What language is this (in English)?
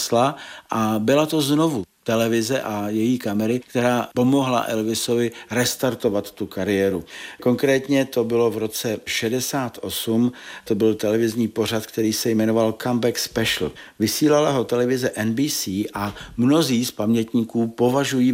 Czech